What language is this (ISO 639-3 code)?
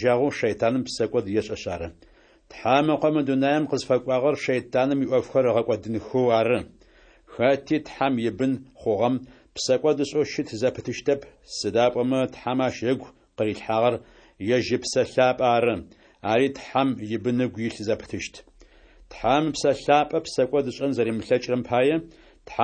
ady